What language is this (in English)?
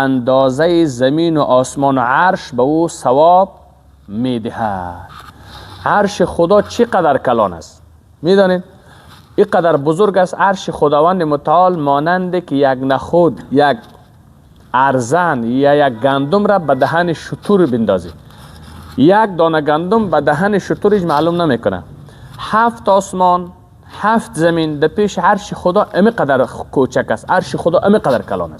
Persian